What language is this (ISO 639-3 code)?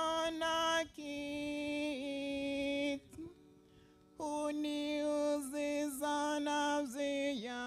guz